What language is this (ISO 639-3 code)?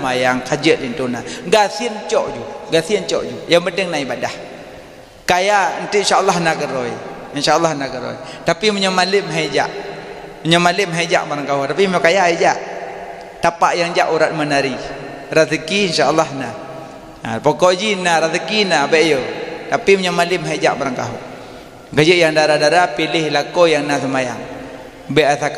ace